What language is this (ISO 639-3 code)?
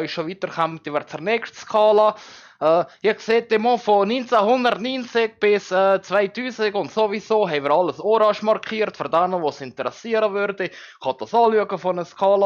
gsw